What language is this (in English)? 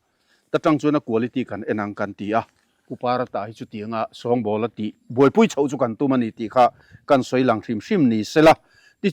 Mizo